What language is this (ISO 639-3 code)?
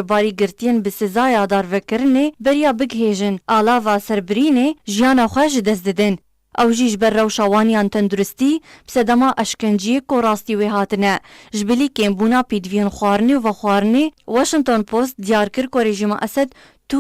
kur